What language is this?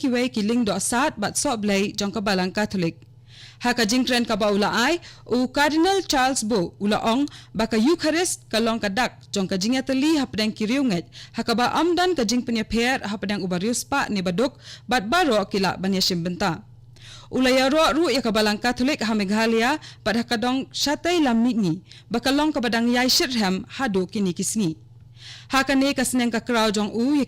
Khasi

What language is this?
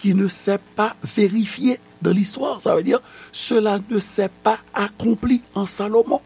Haitian Creole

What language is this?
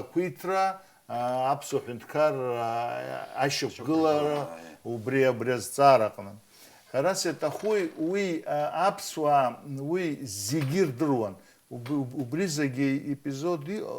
Abkhazian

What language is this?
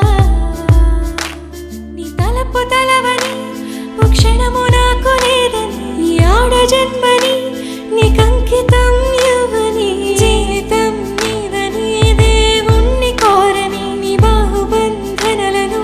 Telugu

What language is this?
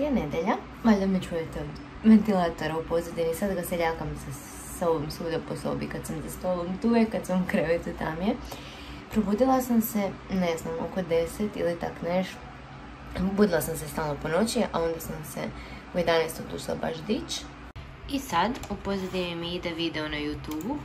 Croatian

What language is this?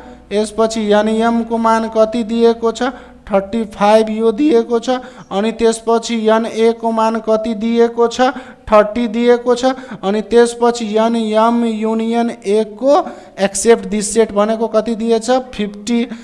Nepali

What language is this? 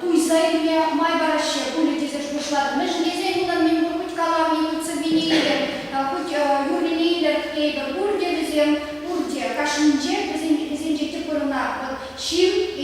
Chuvash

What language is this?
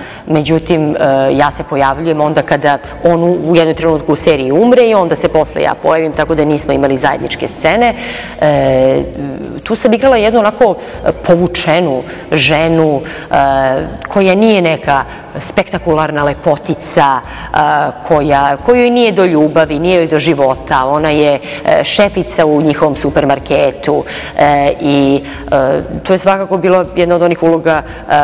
Serbian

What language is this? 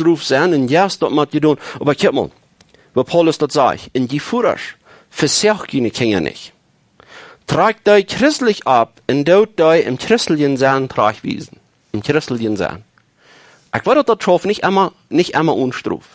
Plautdietsch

